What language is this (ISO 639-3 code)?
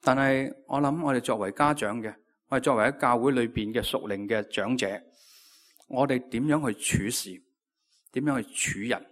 yue